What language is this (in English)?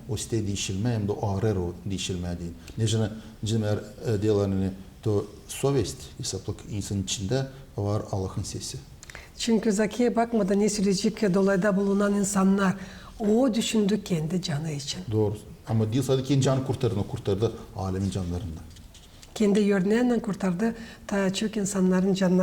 Gagauz